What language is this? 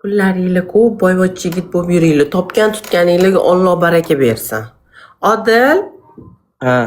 Uzbek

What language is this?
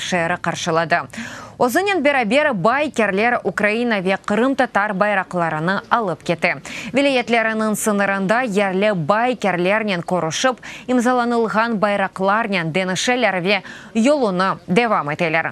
Crimean Tatar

